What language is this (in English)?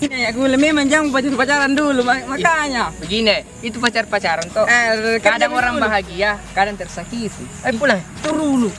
Makassar Malay